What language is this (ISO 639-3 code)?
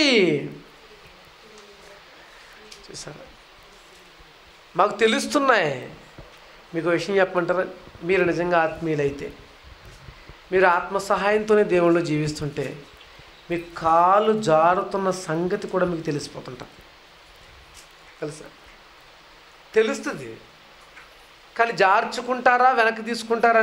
tel